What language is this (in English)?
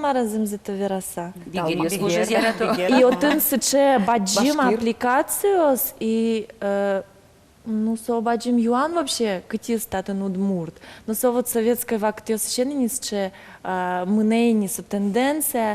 Udmurt